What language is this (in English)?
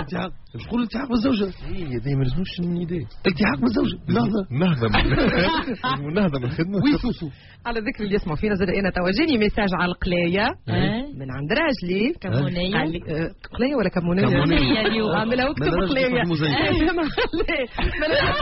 Tunisian Arabic